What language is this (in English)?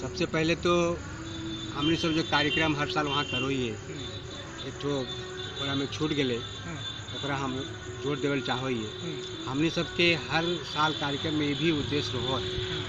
Magahi